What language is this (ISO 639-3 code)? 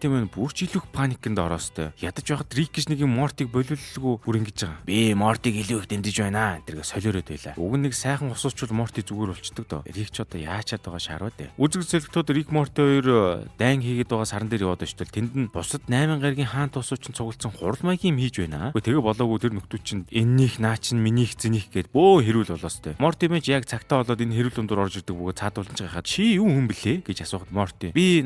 mon